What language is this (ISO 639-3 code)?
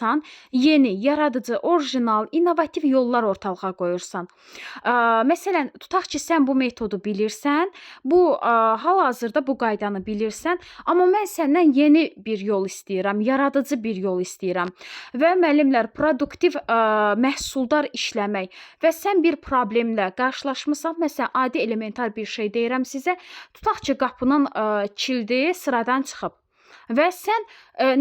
aze